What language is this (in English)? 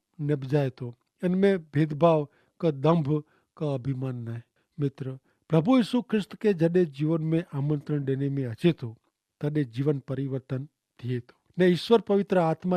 Kachhi